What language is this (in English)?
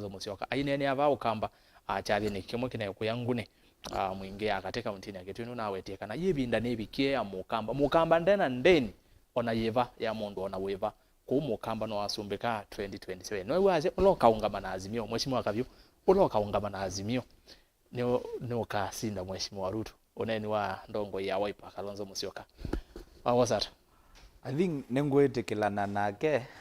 Kamba